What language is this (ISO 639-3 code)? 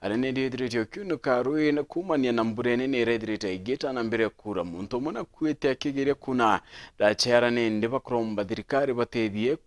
mer